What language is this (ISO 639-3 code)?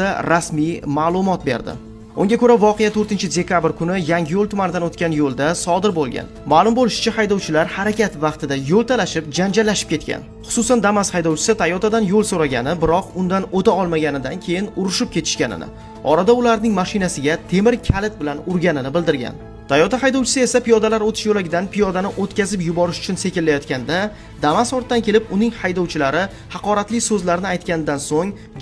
uzb